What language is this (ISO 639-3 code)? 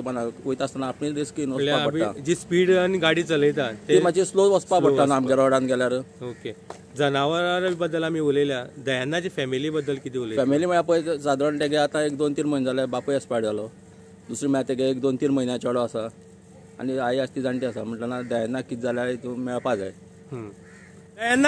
kok